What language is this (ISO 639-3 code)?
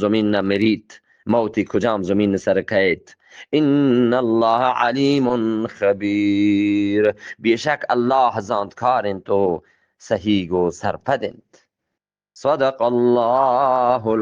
bgp